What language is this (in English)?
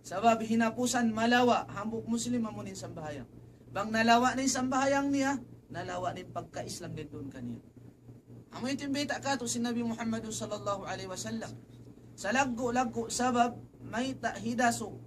Tausug